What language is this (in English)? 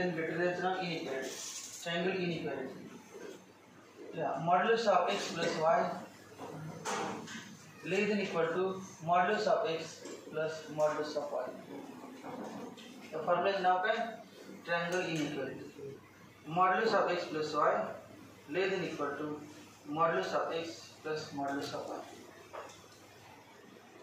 Marathi